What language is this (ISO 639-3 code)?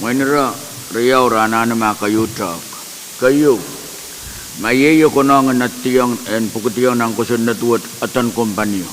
pon